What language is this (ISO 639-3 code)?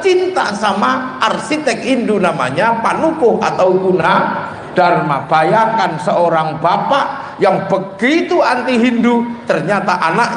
ind